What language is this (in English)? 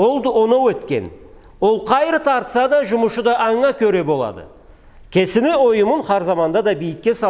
Karachay-Balkar